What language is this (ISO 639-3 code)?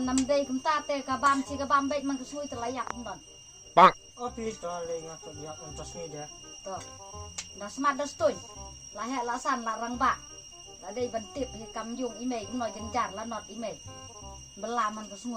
kha